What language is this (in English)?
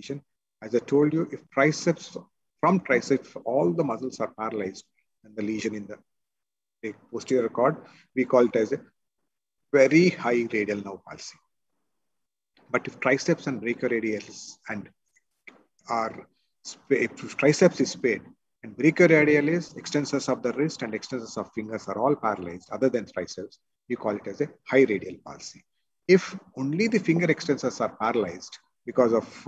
English